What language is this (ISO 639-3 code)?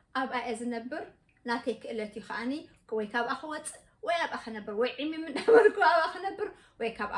tir